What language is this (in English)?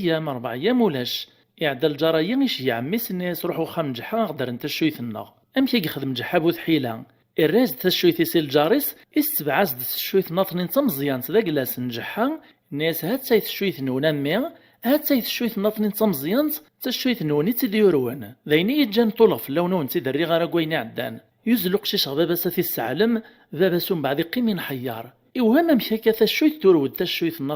Kabyle